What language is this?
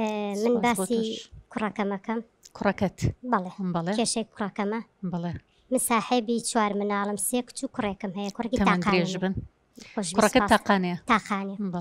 Central Kurdish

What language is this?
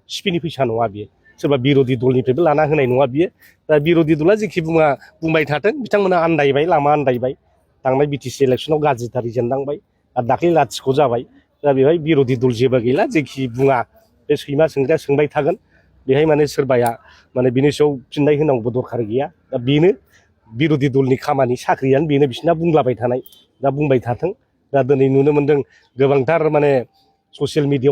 Bodo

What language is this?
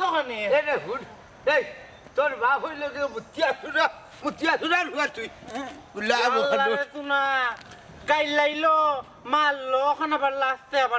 Sylheti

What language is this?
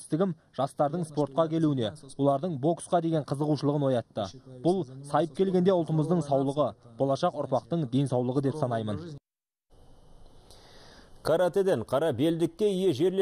Kazakh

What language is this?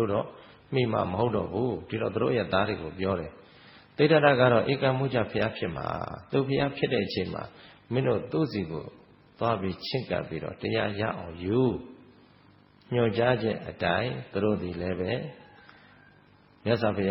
Burmese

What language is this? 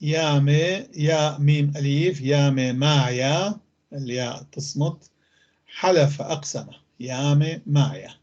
North Levantine Arabic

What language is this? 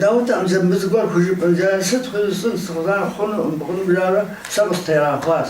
Kabardian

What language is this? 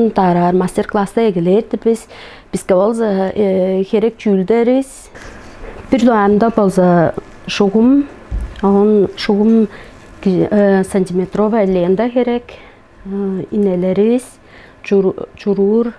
Tuvinian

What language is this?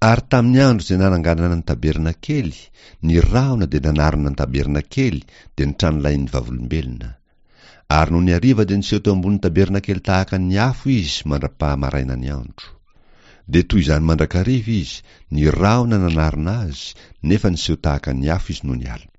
Malagasy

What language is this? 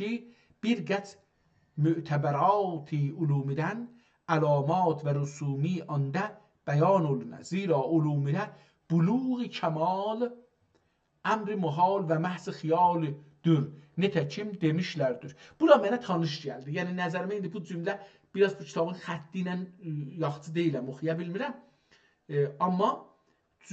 South Azerbaijani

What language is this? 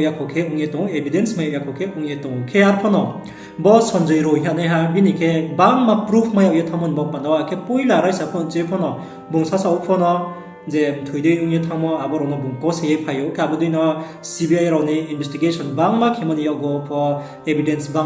Riang (India)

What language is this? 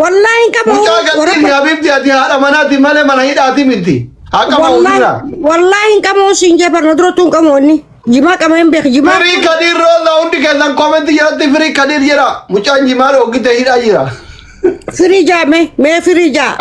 Oromo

